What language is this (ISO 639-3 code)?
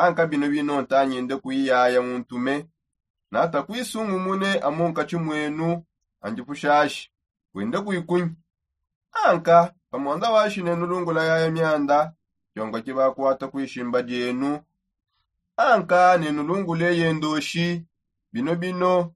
sop